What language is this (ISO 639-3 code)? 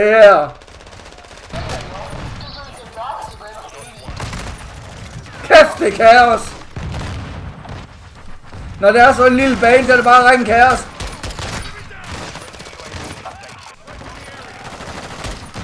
dan